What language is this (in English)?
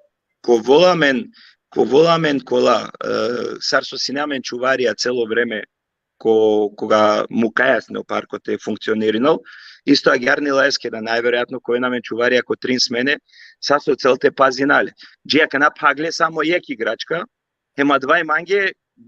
Balkan Romani